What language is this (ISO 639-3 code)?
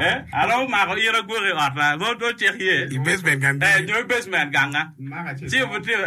ach